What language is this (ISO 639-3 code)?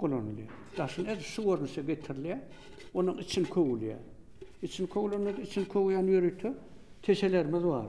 tuk